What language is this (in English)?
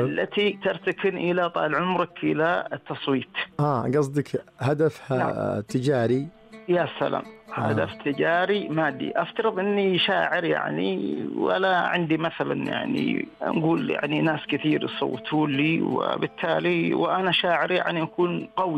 Najdi Arabic